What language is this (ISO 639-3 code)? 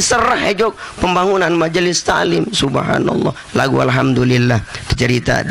sas